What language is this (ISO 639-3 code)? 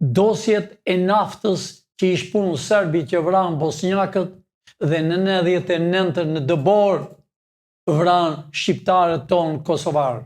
sqi